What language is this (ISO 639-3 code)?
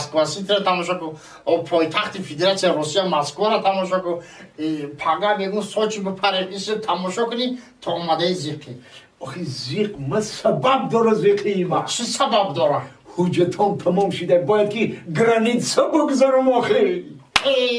tgk